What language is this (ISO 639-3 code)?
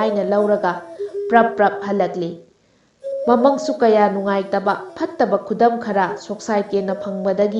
mni